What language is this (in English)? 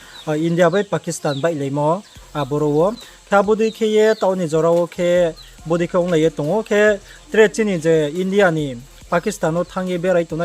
Riang (India)